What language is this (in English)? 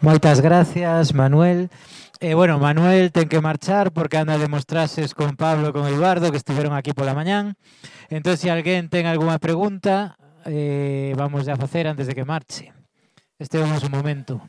Galician